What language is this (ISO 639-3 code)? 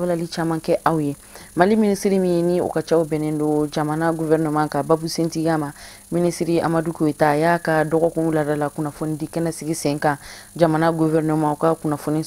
bam